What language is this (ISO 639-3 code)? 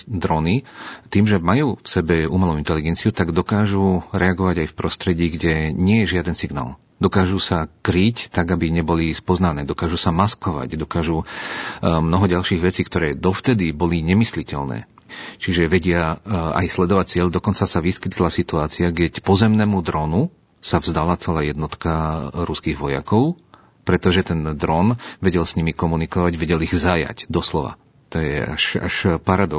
slk